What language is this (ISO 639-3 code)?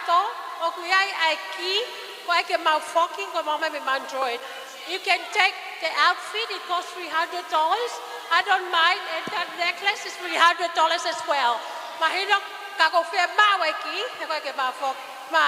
ton